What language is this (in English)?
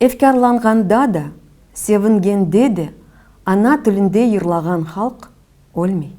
Crimean Tatar